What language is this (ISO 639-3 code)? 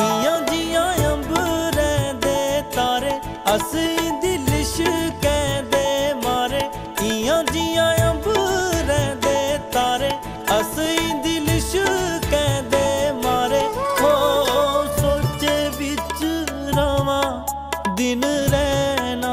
doi